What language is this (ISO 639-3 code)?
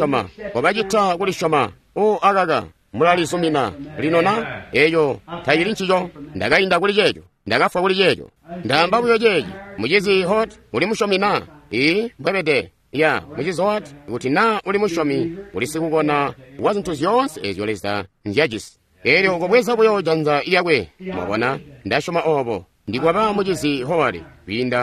toi